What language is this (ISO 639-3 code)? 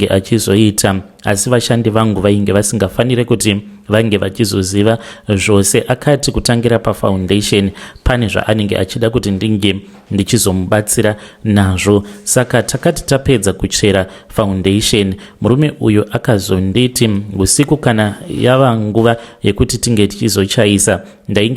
sna